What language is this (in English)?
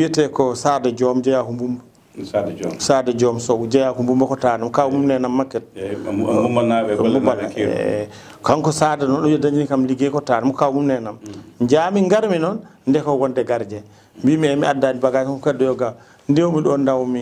Fula